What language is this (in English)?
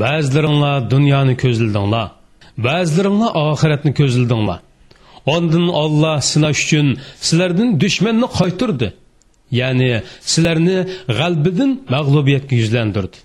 Uyghur